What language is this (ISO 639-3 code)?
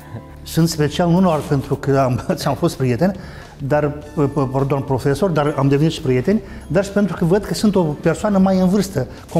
ron